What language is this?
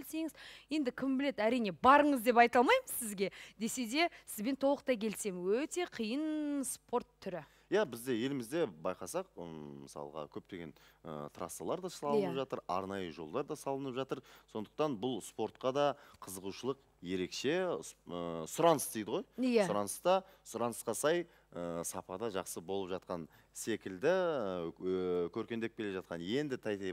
Kazakh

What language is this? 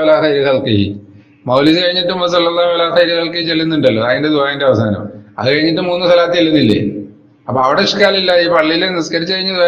Malayalam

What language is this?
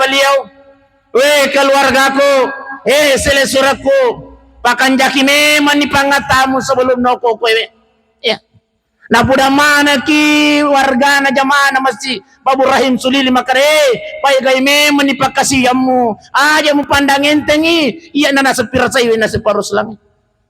Buginese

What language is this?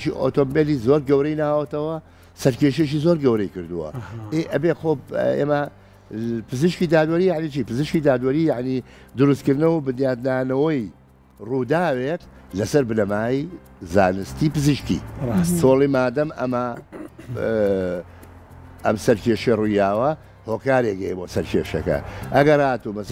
Central Kurdish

